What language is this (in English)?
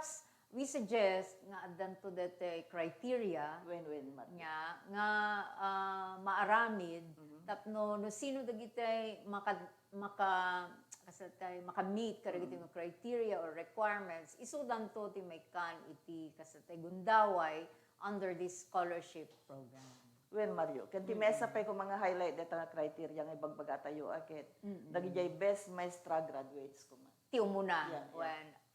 Iloko